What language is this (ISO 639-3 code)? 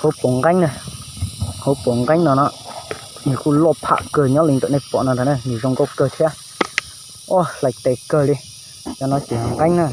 hmn